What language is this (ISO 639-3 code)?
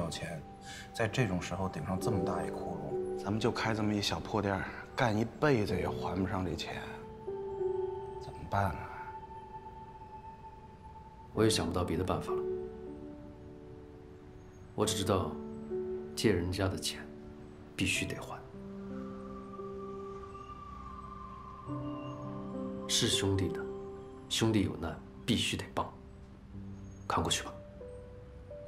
zho